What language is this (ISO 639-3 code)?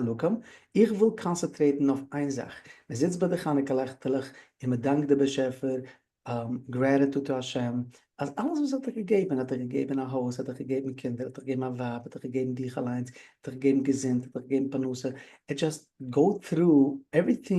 yid